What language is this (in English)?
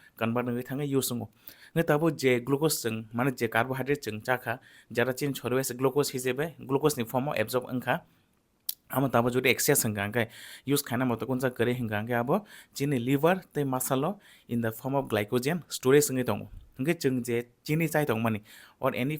Kok Borok